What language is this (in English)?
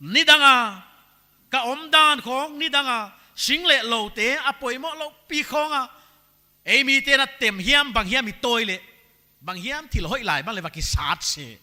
Paite Chin